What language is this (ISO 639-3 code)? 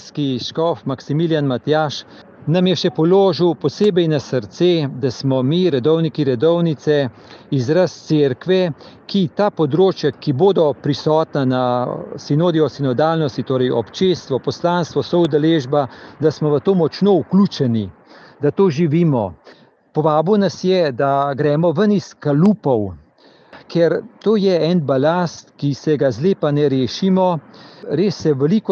slv